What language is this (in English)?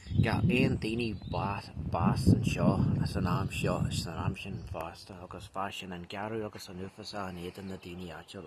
Irish